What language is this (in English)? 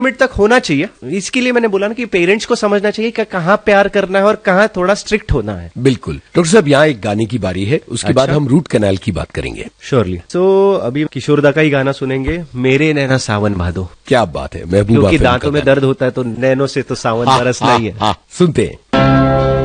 Hindi